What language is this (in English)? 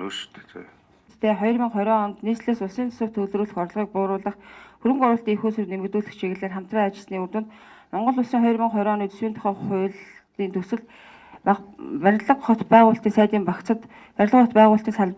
Mongolian